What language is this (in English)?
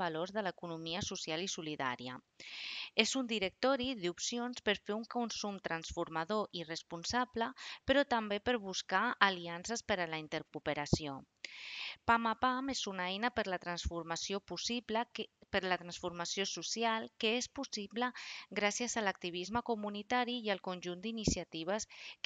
Catalan